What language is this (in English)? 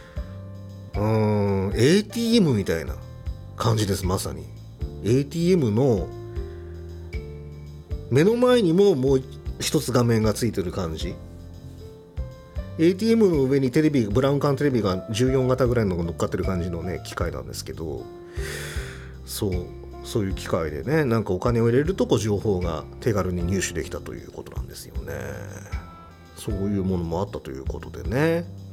Japanese